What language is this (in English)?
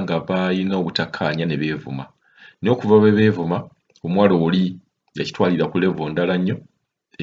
Ganda